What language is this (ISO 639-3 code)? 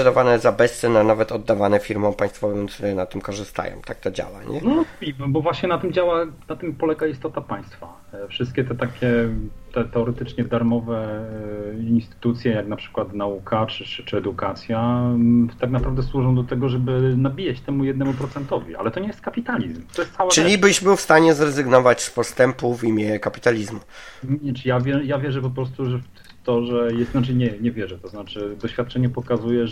pol